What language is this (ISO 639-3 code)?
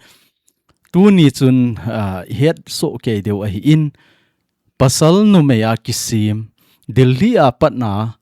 tcz